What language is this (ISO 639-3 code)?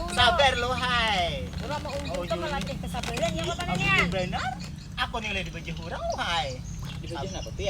bjn